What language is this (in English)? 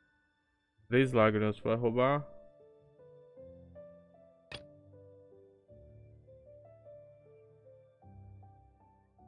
Portuguese